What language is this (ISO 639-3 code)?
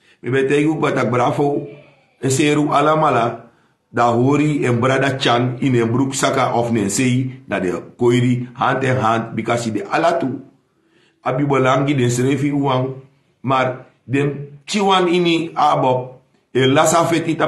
srn